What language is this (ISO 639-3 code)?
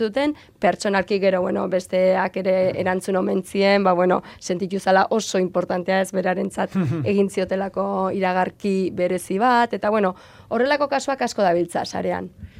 eus